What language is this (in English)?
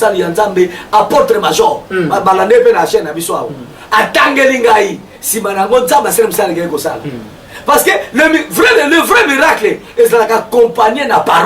Lingala